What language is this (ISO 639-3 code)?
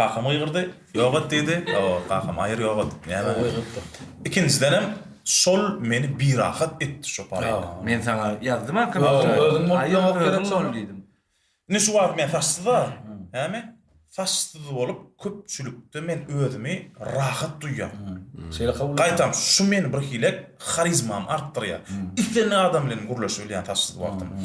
tuk